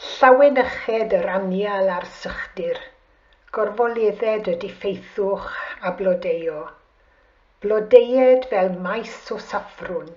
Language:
Welsh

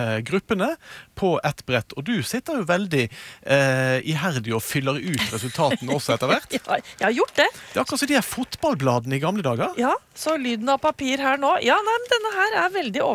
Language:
Norwegian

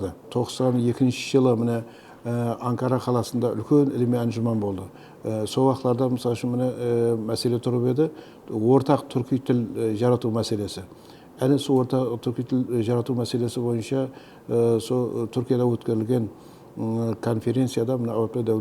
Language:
Kara-Kalpak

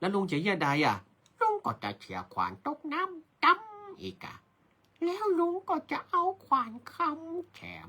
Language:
Northern Thai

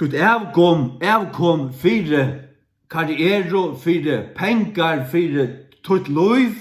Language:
Faroese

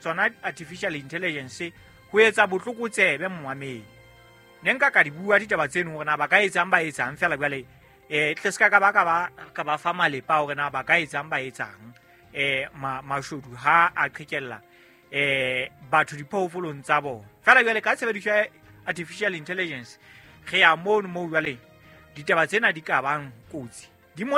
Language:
Southern Sotho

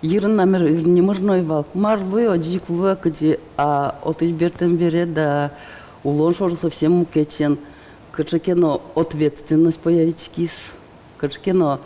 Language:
Udmurt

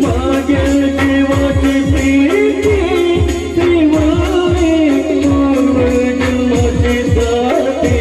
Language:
Konkani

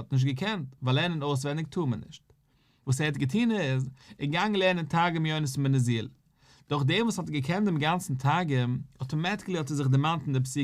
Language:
Yiddish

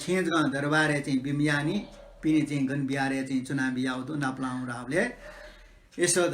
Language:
Newari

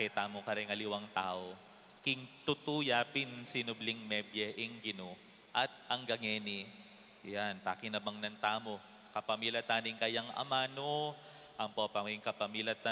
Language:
Pampanga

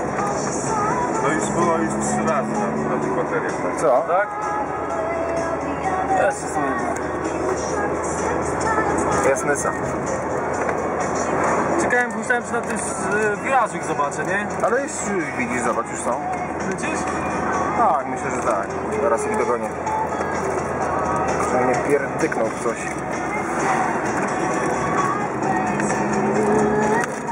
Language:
Polish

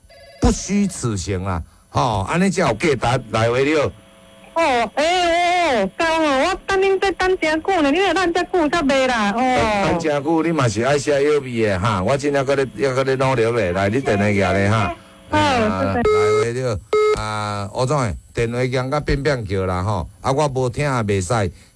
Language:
Min Nan Chinese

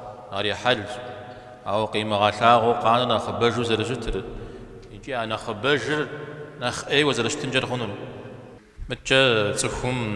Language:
Kabardian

